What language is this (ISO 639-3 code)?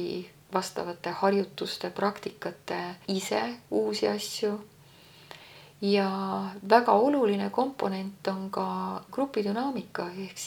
est